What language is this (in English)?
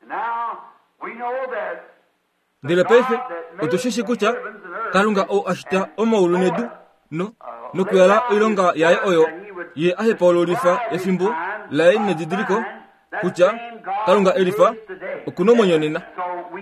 Kuanyama